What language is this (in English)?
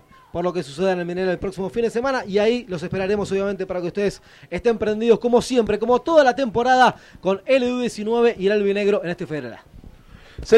Spanish